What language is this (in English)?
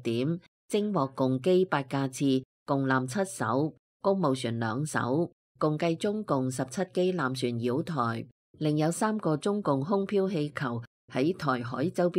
Cantonese